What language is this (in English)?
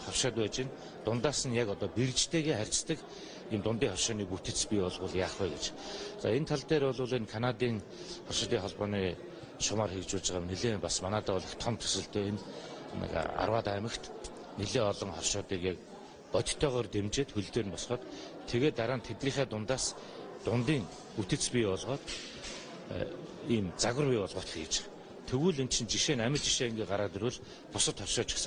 Mongolian